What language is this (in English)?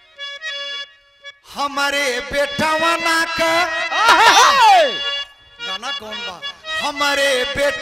Bhojpuri